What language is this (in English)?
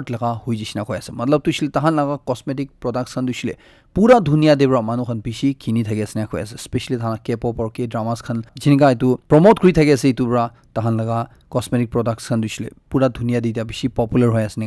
Naga Pidgin